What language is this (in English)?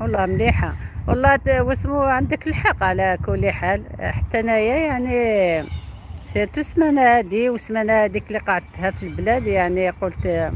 Algerian Arabic